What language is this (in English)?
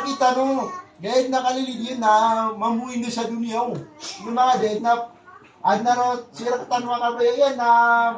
Maranao